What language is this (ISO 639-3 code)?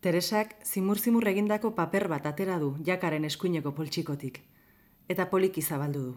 eus